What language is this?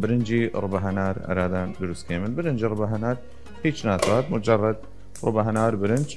Southern Kurdish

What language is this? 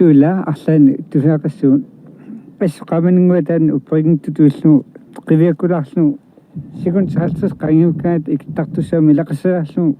Kalaallisut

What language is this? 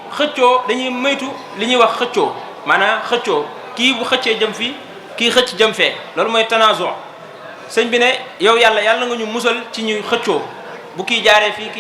Wolof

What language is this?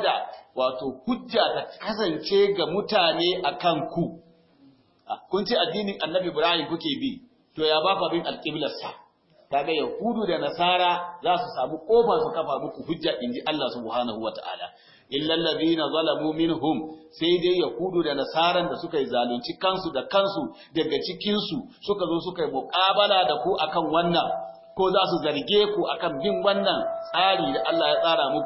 Hausa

